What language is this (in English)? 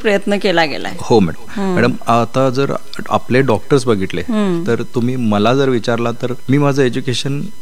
Marathi